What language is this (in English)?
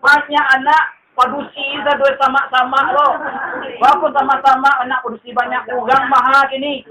Minangkabau